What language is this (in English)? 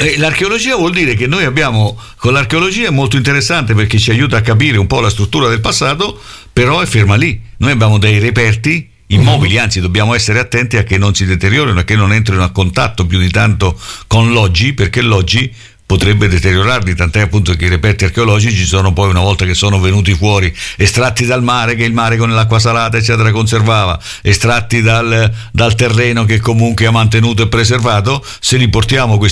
Italian